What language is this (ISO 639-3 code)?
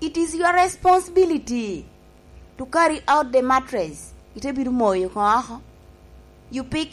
laj